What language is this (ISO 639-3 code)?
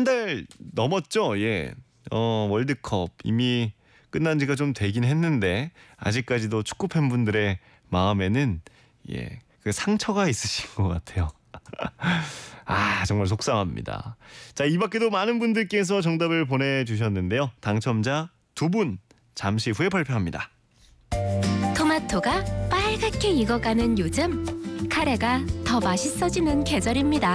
kor